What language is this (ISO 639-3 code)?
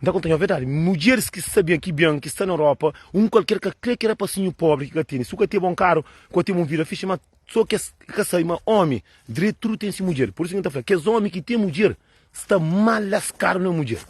kea